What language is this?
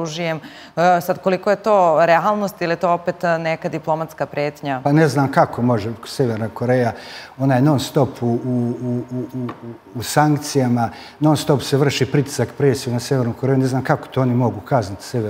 Serbian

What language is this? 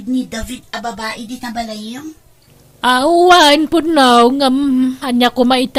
Iloko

